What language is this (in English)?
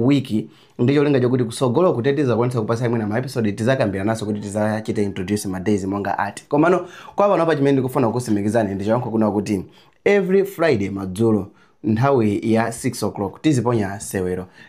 Nyanja